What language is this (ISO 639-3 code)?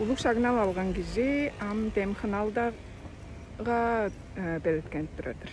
tyv